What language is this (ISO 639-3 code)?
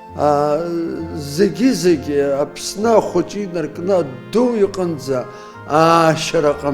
abk